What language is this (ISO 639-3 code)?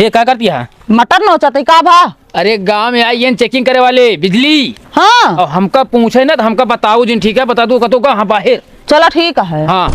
awa